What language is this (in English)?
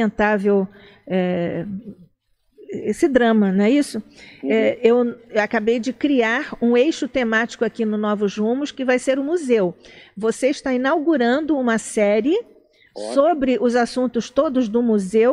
Portuguese